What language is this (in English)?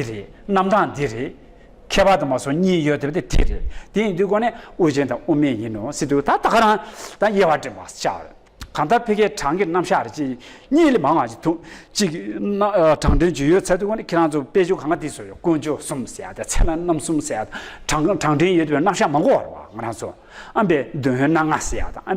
Tibetan